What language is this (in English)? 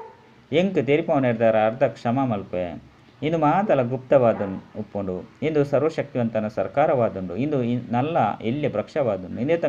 Tulu